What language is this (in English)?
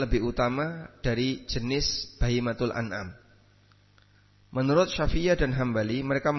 Indonesian